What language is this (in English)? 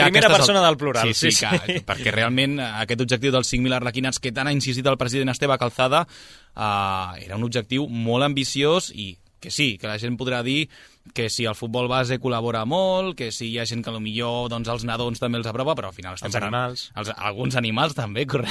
Catalan